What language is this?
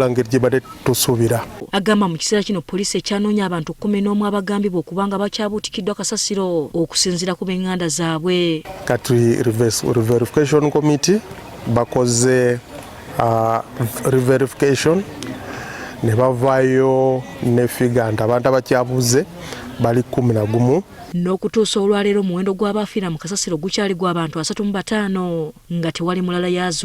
Ganda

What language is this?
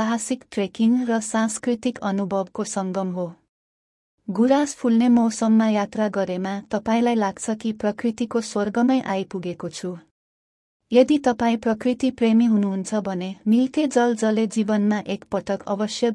Nepali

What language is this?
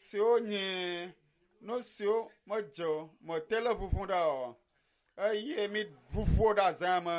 Ewe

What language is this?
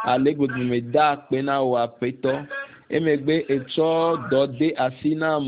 Ewe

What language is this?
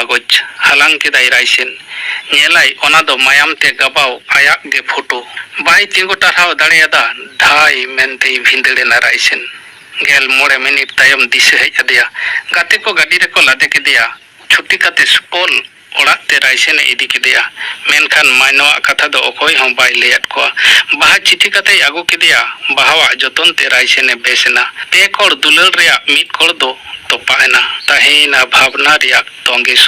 Santali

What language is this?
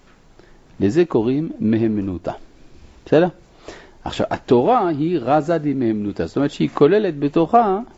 Hebrew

